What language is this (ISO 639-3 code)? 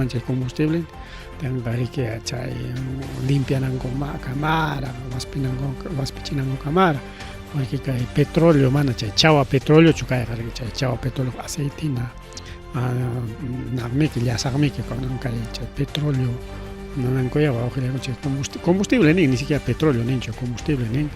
quy